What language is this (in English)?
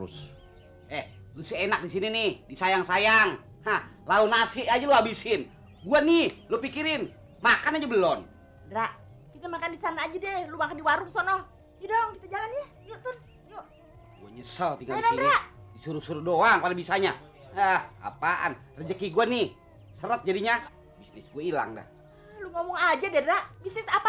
Betawi